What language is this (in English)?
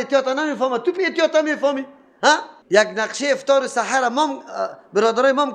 Persian